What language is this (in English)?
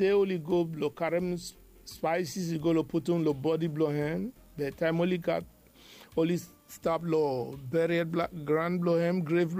Bislama